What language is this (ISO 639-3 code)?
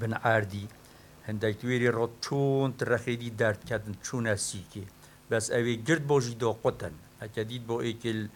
kur